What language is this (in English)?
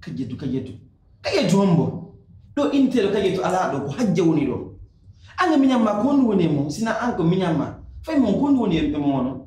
Pular